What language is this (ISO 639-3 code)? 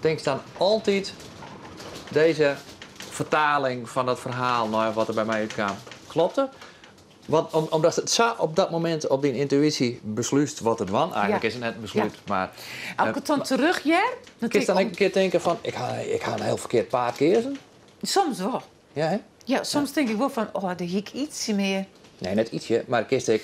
fry